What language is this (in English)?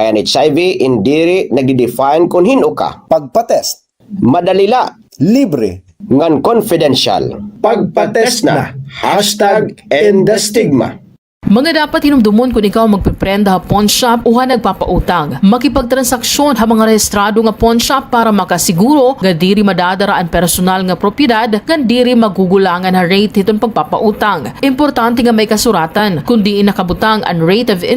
Waray